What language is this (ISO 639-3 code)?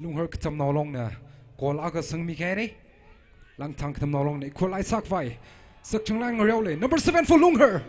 nmf